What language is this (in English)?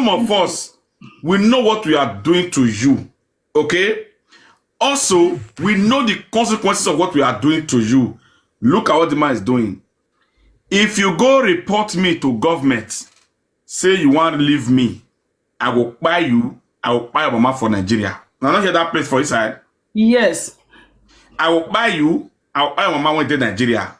Nigerian Pidgin